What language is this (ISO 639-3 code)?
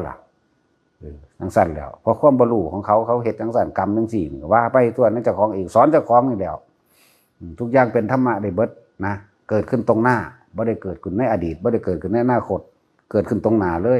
tts